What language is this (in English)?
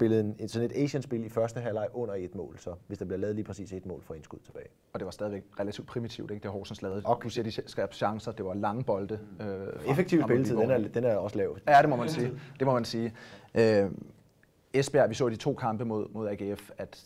Danish